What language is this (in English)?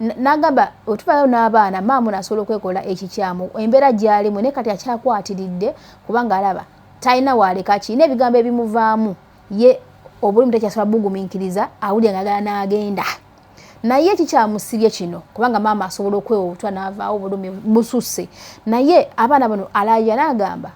Ganda